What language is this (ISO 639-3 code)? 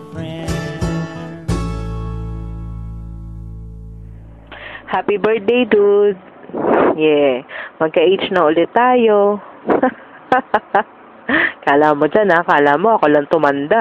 fil